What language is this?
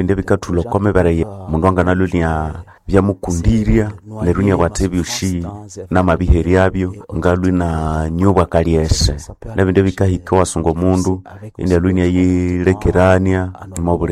Nande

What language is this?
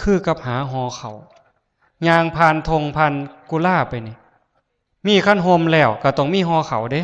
Northeastern Thai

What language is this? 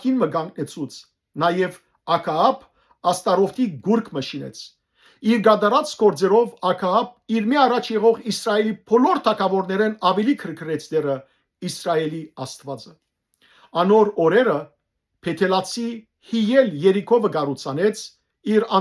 Western Armenian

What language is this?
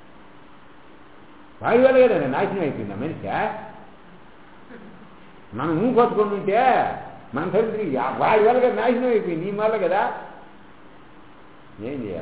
Telugu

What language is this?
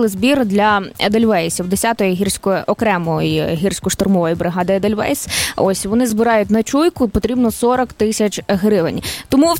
Ukrainian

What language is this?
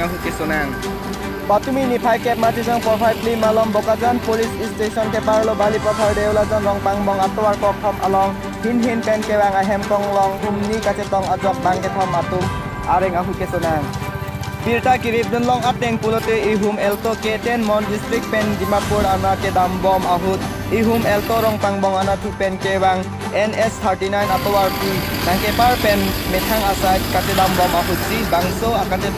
Karbi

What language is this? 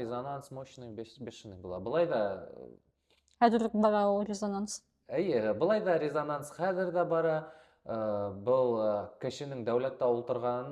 Bashkir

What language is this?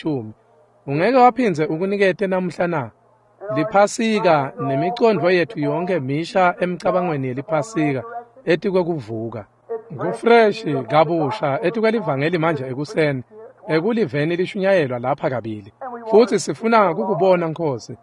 Swati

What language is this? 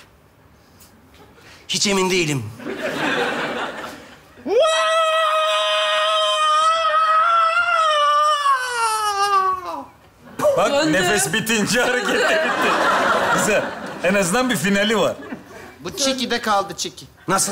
Turkish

